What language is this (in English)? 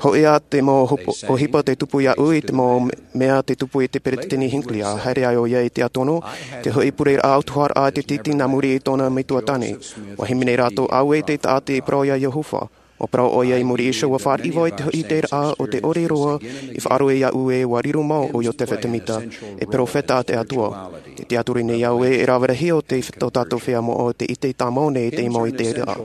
Tahitian